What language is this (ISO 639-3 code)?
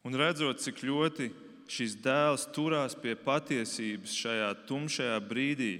lav